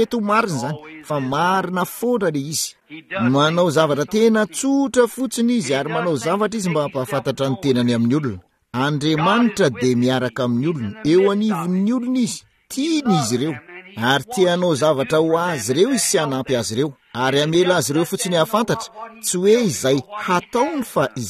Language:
Malagasy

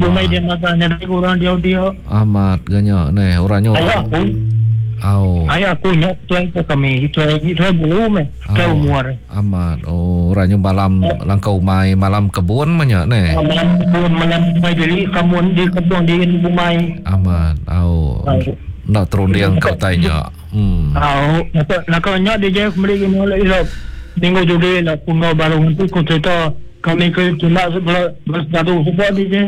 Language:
Iban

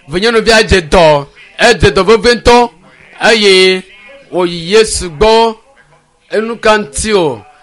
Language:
Ewe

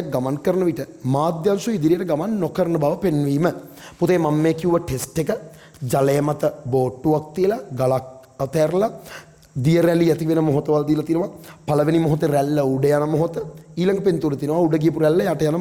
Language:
Sinhala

